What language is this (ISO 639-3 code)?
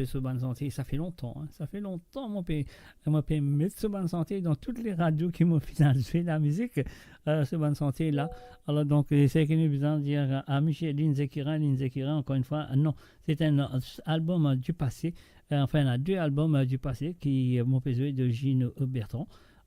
mfe